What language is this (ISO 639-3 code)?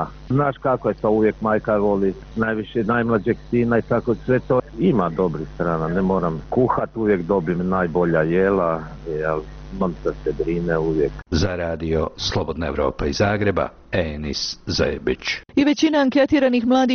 hrv